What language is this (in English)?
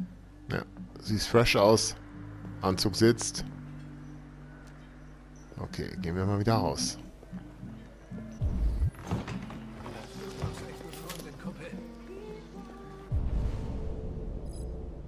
German